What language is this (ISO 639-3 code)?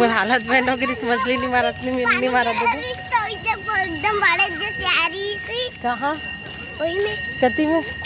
hne